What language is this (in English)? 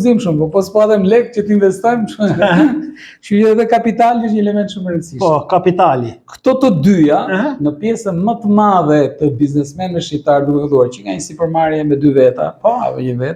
Albanian